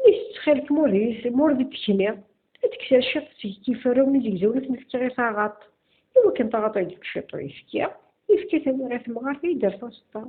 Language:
Kabyle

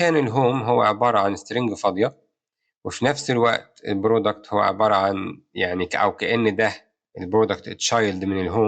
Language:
Egyptian Arabic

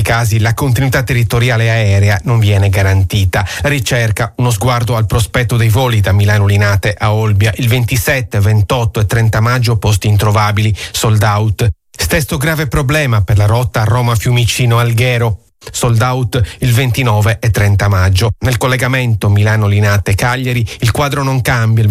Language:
Italian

